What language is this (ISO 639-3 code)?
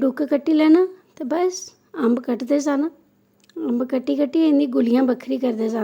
doi